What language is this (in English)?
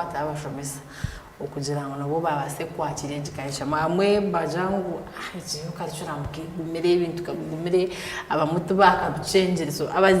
Nyankole